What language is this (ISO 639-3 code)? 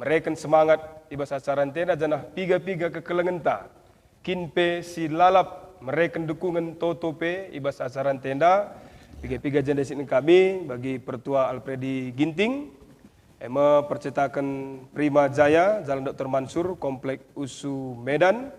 btx